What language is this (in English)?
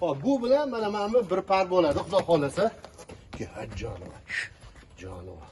Uzbek